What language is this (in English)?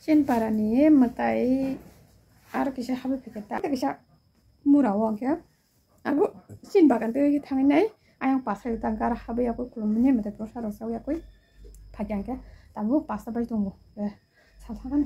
Kok Borok